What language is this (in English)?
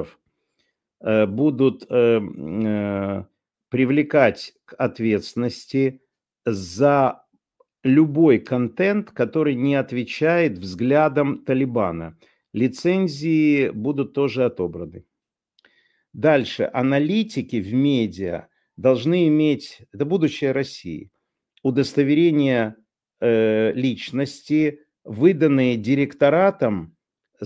Russian